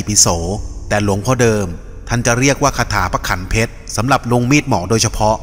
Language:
Thai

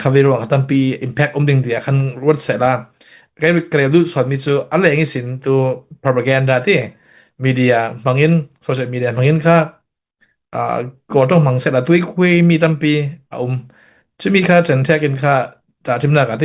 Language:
Falam Chin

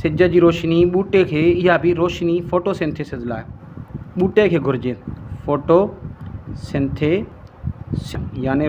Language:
Sindhi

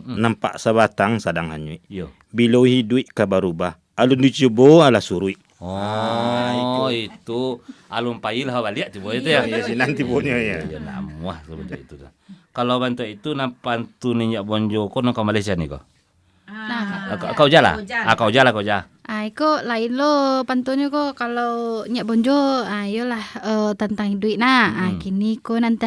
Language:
Minangkabau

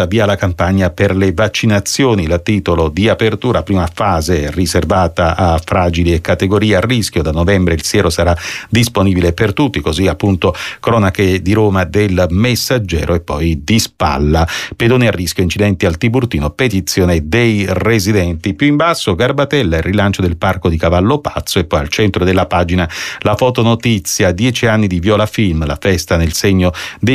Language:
Italian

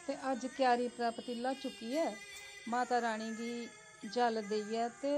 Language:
Dogri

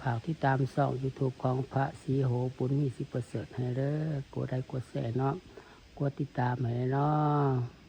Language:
Lao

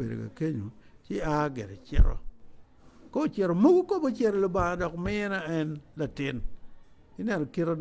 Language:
Acoli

